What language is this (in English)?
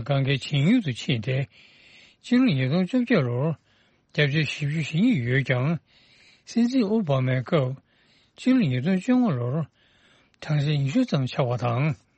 Tibetan